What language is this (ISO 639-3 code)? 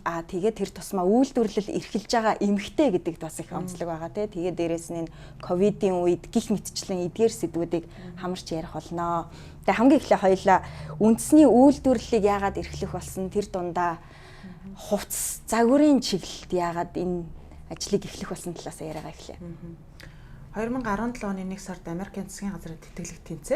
mon